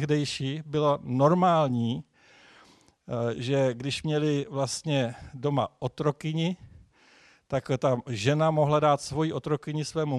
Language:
Czech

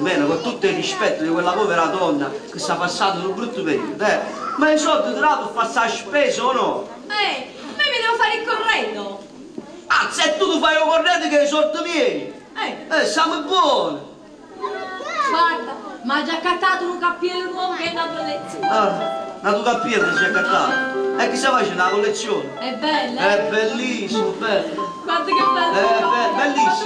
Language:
Neapolitan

